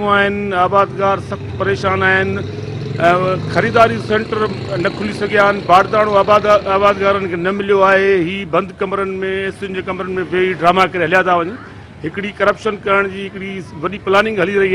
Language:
Sindhi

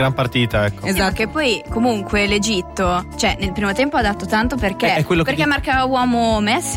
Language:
Italian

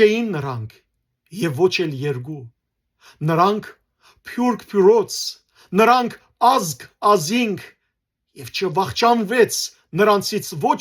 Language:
Western Armenian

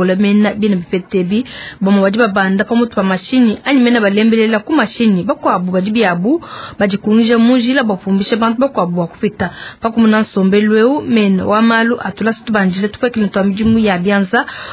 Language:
Luba-Lulua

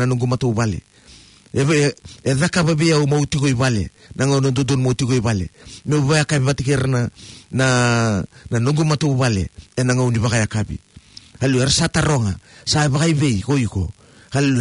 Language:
Fijian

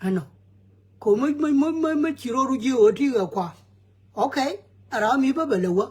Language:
Nuer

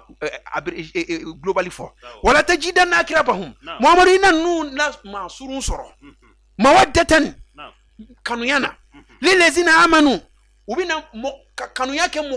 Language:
Bambara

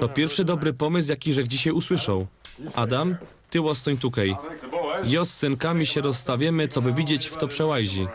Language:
Silesian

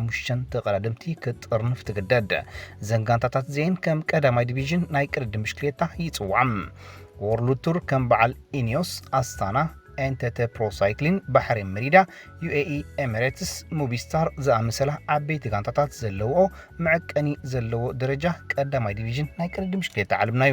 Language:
Tigrinya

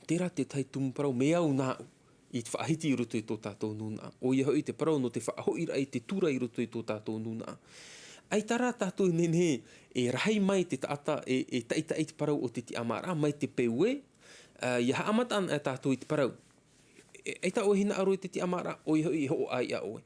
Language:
Tahitian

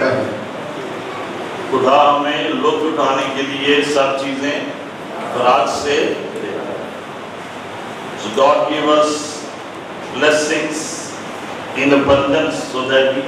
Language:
Urdu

